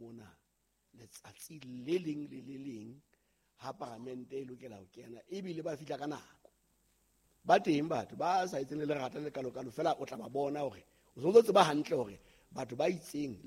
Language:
Southern Sotho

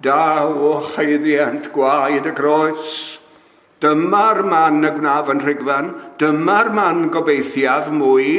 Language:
Welsh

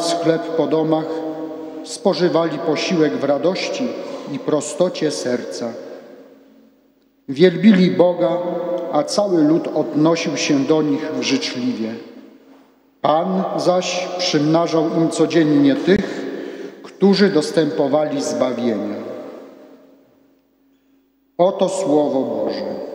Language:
Polish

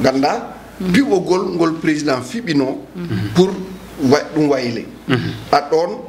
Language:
Fula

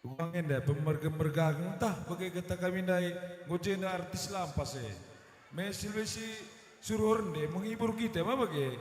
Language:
Batak Karo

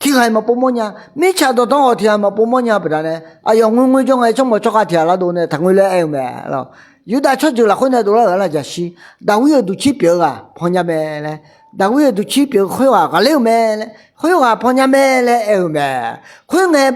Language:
Akha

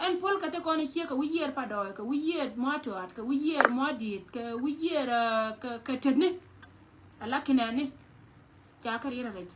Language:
Nuer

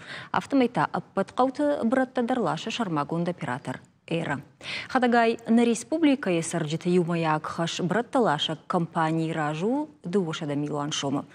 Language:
Ossetic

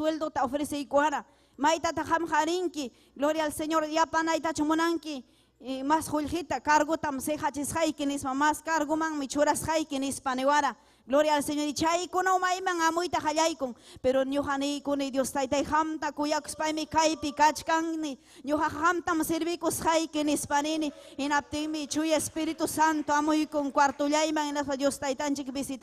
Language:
Ayacucho Quechua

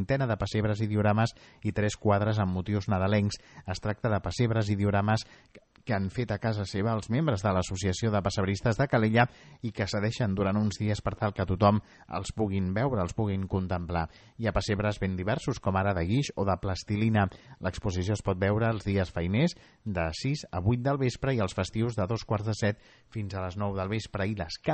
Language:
Catalan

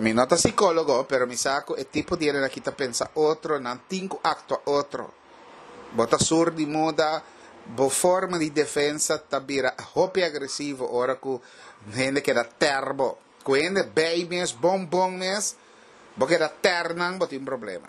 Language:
Papiamento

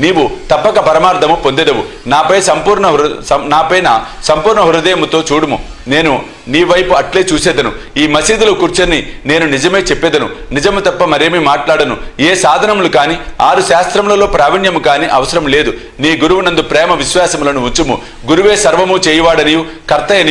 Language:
Telugu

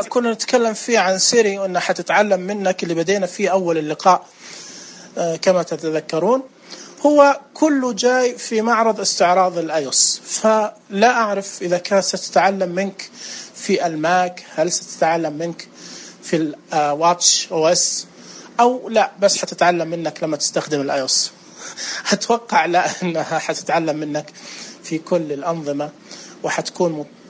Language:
Najdi Arabic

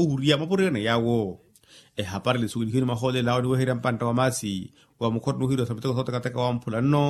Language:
Makhuwa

